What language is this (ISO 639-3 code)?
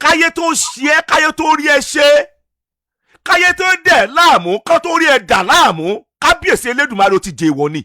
yor